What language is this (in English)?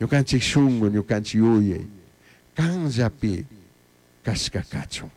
Chimborazo Highland Quichua